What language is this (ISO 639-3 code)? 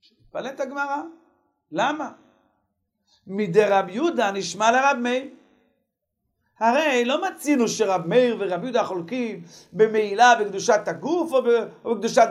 heb